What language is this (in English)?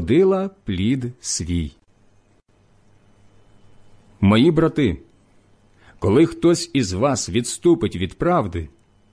Ukrainian